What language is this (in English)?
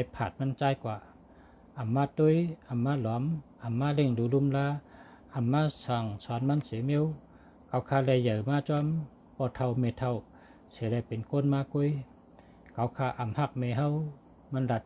Shan